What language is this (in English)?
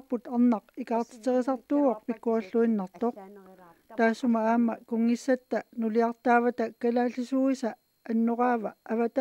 Kalaallisut